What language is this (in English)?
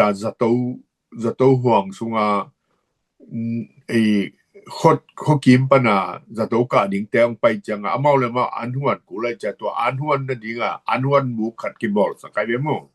Tedim Chin